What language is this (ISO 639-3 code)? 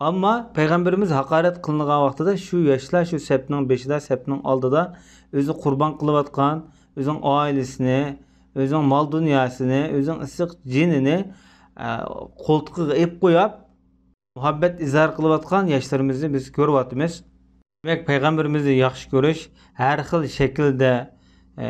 uig